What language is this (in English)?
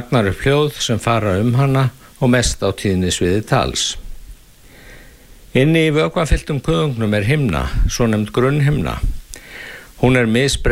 Icelandic